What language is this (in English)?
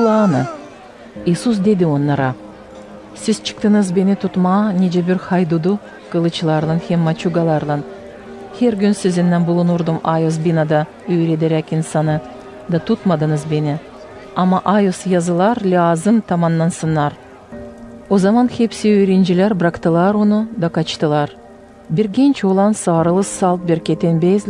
Gagauz